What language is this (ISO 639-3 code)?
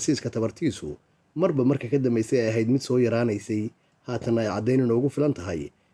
som